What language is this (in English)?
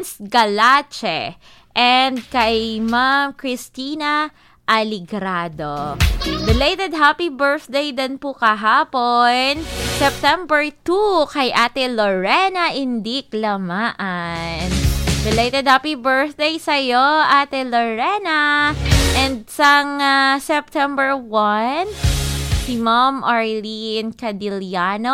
Filipino